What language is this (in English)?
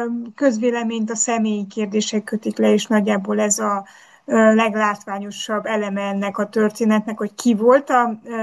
Hungarian